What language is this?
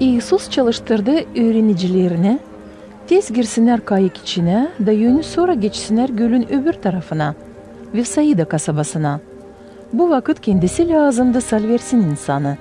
Gagauz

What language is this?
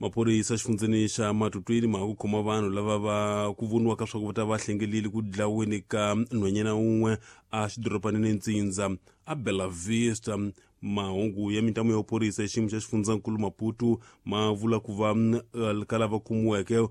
Tsonga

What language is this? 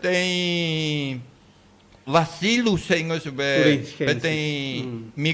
Guarani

